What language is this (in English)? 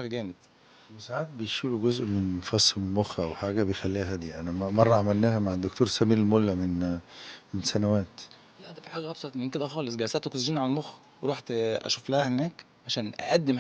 Egyptian Arabic